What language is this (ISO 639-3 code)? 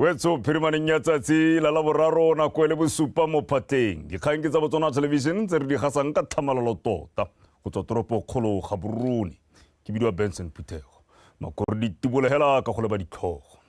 tsn